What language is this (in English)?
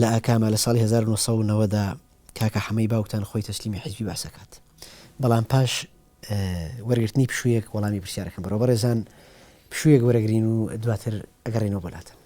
Central Kurdish